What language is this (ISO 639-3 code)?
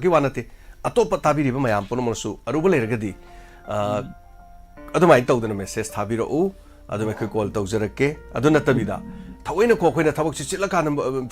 mni